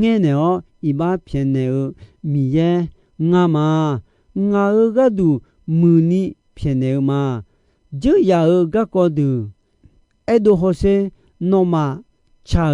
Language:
Akha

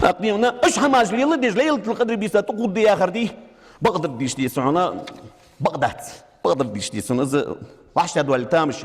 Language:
Ingush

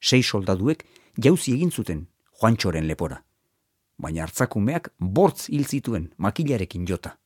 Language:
Basque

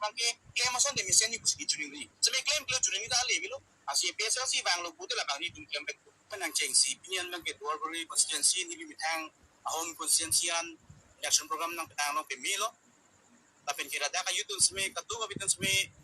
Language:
Karbi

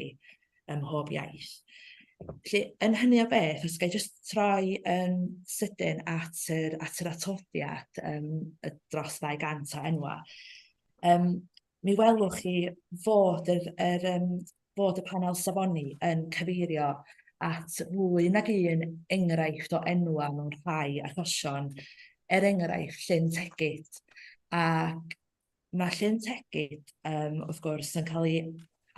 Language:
Welsh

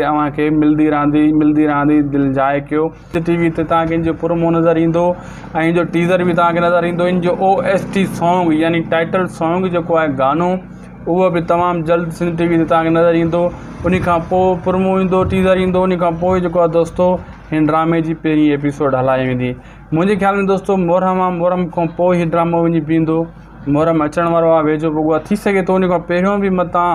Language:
Sindhi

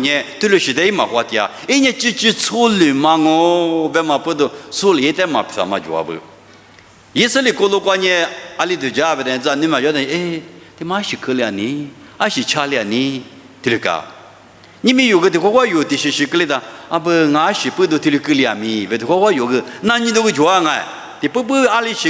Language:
Lisu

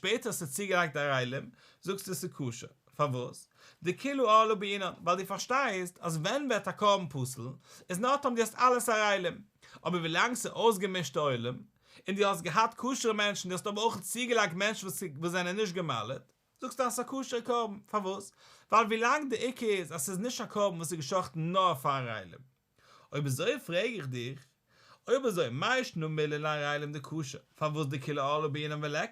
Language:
Yiddish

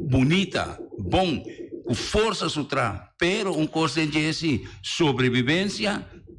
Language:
Papiamento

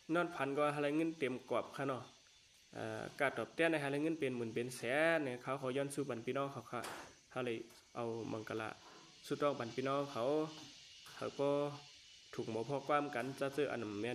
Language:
Shan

